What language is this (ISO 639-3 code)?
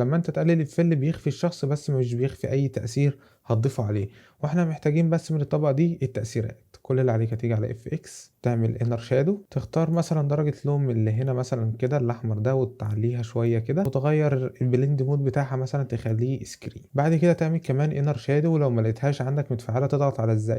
arz